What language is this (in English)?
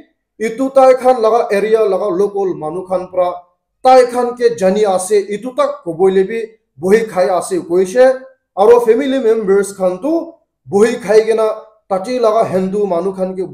Naga Pidgin